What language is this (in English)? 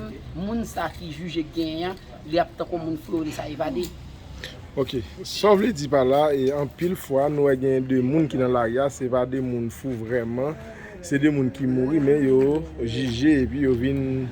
Haitian Creole